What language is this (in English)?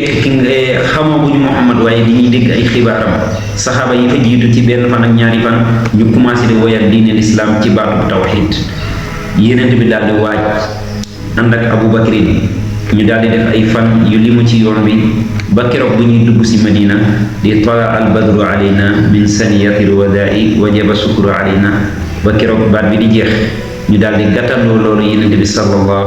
Wolof